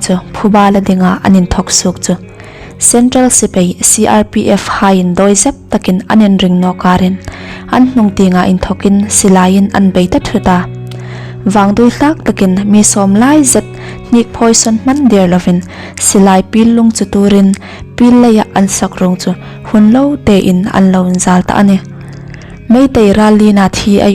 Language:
Hmar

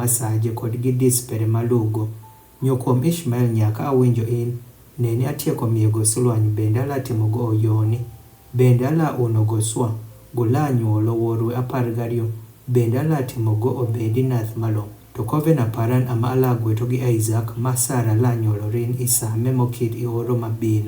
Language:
Adhola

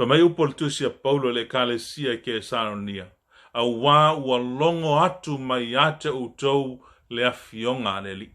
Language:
Samoan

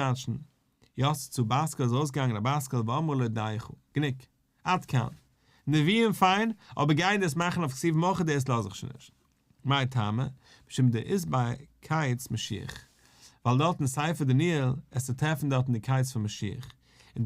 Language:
Yiddish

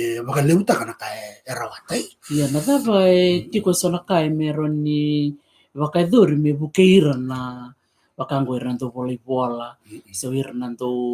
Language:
Fijian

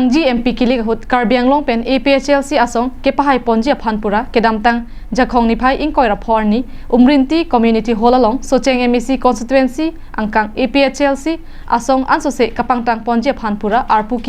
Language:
Karbi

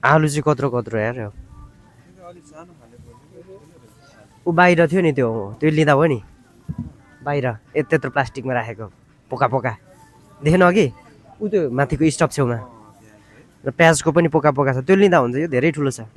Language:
Nepali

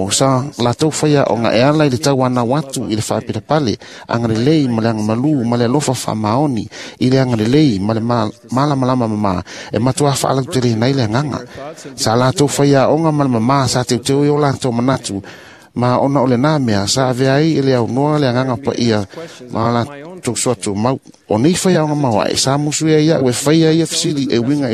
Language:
Samoan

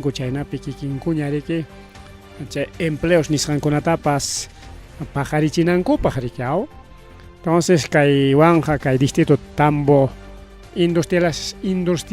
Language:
Ayacucho Quechua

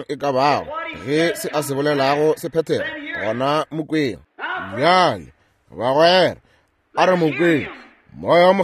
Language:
Northern Sotho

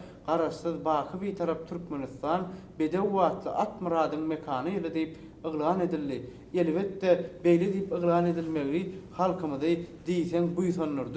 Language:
Turkmen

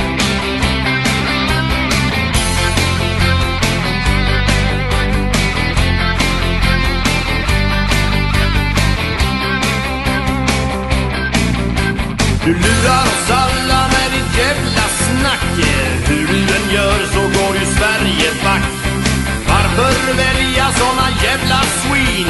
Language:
Swedish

